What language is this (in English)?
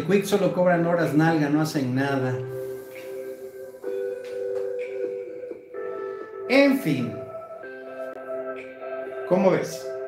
Spanish